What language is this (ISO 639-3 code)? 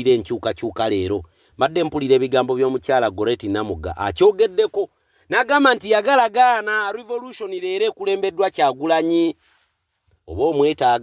lug